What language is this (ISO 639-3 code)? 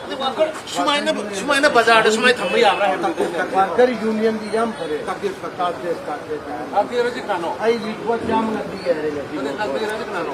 mni